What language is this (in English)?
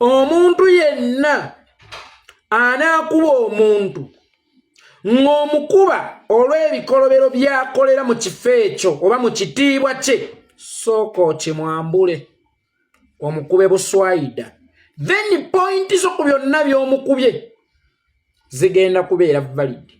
Ganda